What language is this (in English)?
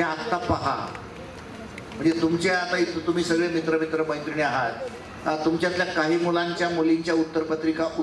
Marathi